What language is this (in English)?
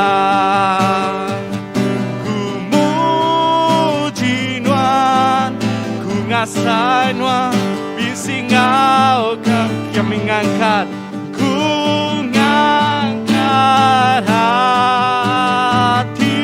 Iban